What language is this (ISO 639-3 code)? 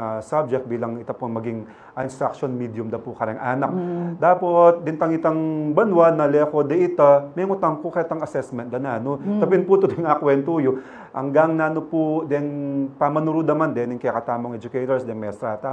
pam